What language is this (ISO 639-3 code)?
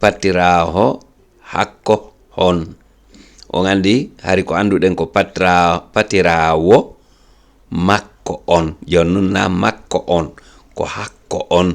ful